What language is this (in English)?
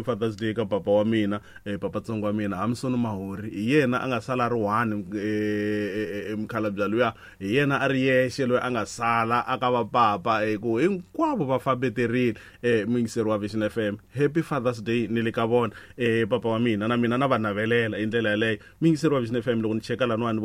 Tsonga